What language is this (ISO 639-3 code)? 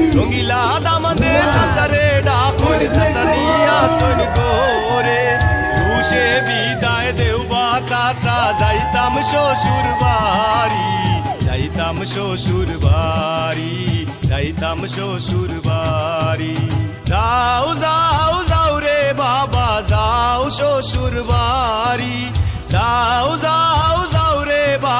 syl